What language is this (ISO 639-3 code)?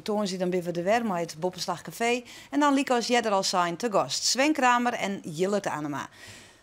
fry